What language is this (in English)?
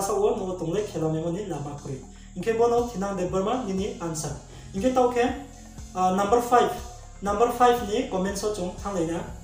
Riang (India)